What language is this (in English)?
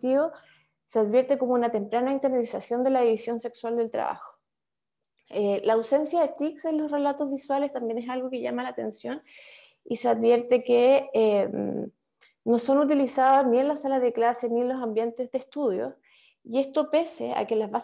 Spanish